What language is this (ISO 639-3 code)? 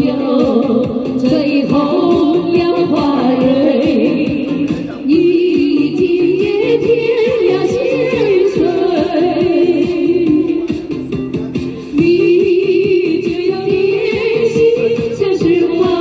zho